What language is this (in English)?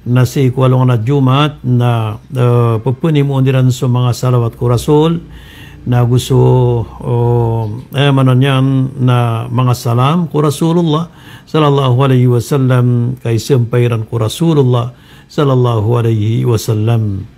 Maranao